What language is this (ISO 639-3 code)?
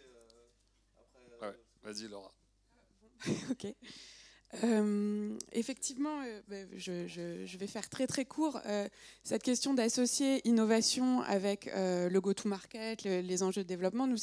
fra